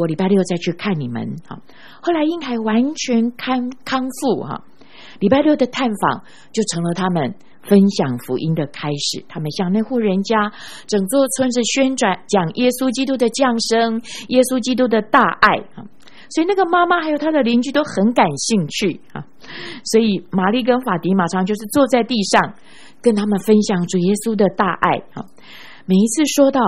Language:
Chinese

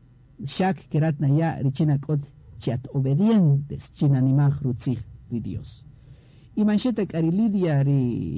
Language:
Kaqchikel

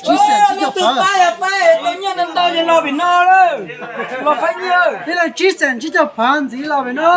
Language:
Hmong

